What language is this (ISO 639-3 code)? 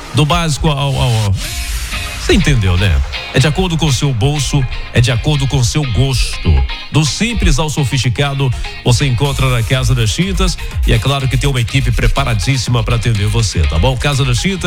por